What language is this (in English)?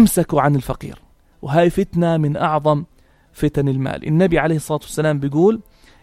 North Levantine Arabic